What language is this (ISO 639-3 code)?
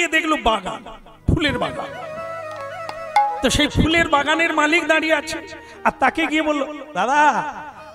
ben